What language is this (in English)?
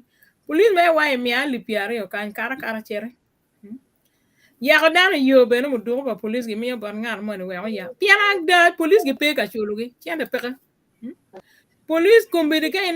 Acoli